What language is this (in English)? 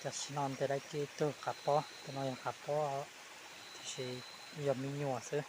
Hmong